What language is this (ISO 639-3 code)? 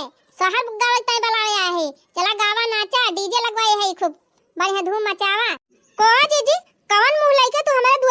awa